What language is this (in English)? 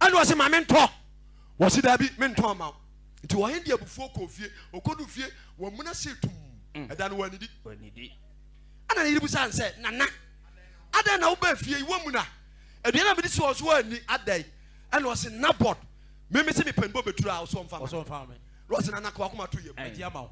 Akan